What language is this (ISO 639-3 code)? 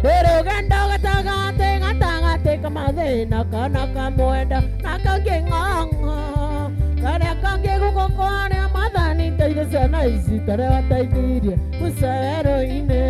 mer